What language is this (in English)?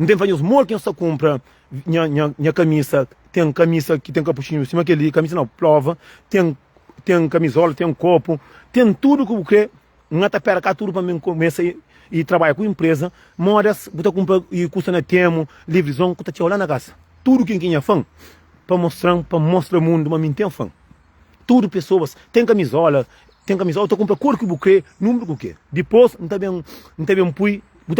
Kabuverdianu